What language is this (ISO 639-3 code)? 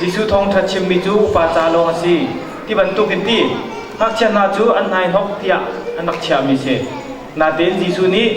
cnh